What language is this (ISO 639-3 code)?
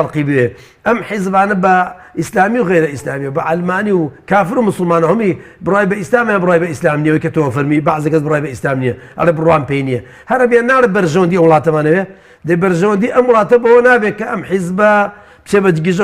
ckb